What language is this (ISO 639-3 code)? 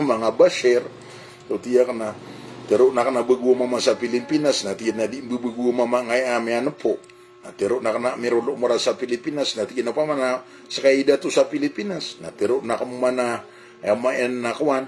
mrw